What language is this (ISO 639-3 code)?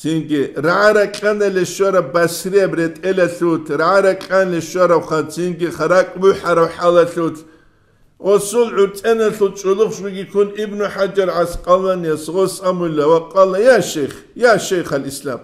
ava